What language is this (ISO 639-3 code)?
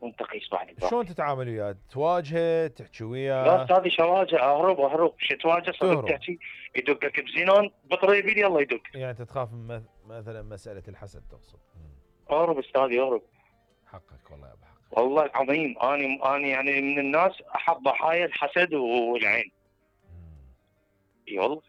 acm